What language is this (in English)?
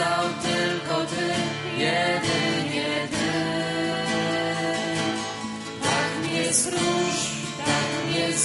Polish